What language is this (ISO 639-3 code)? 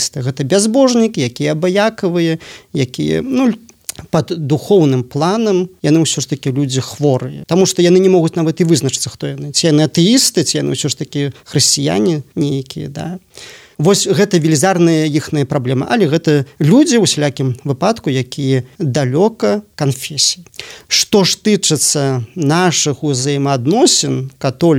bel